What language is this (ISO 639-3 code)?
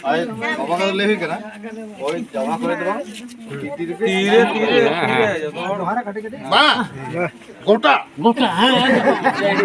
sat